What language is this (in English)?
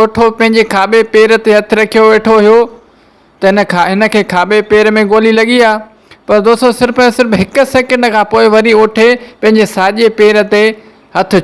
Sindhi